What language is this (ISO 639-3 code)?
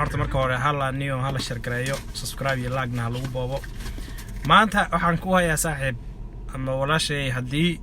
som